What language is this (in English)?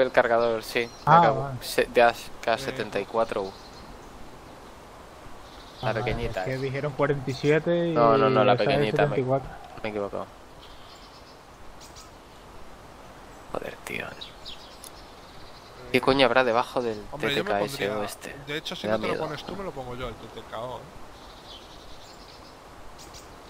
Spanish